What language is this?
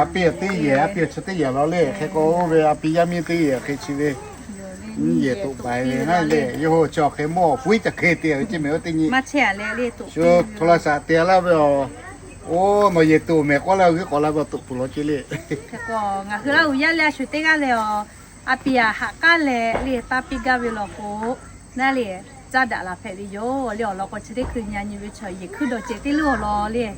Lahu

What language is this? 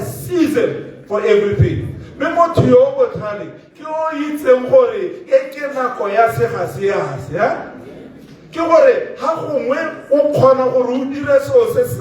Tswana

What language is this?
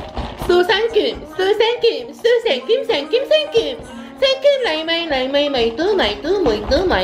Korean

